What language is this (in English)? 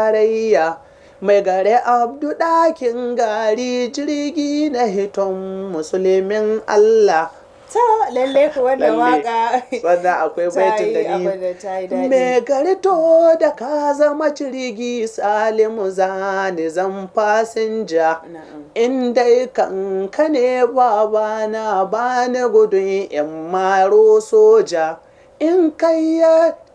Hausa